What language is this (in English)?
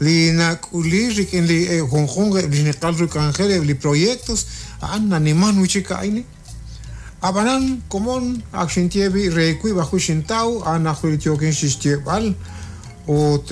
Kekchí